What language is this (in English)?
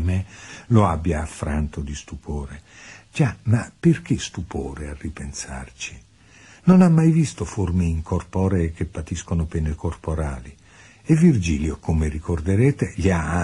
Italian